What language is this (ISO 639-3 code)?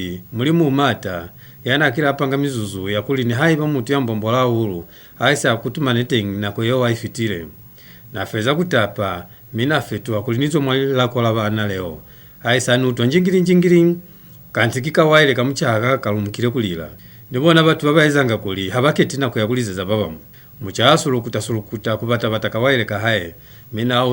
loz